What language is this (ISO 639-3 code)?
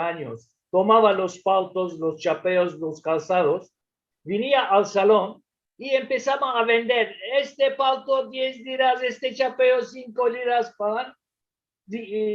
lad